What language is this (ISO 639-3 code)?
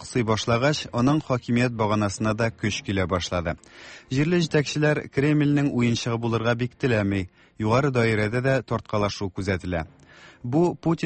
tat